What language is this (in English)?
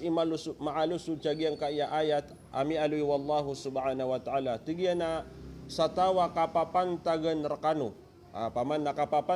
Maranao